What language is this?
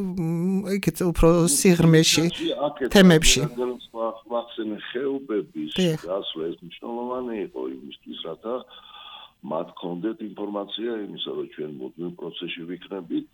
Georgian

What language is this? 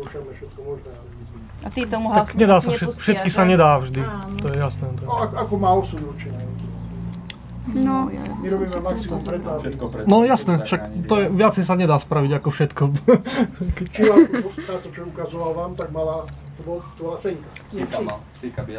Slovak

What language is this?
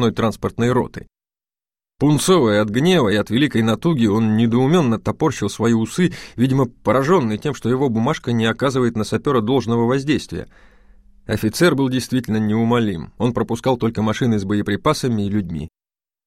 Russian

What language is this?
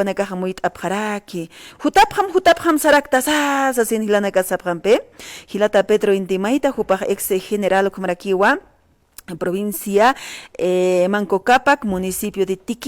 Aymara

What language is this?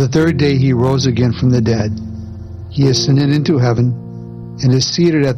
English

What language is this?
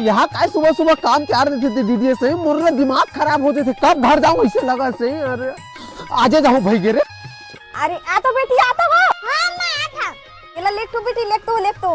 Chhattisgarhi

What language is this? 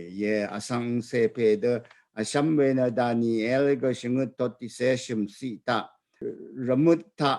Rawang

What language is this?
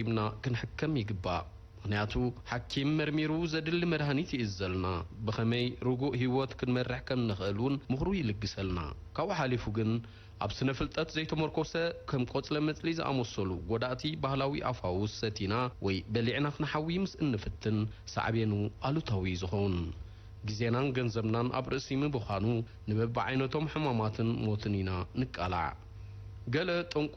Tigrinya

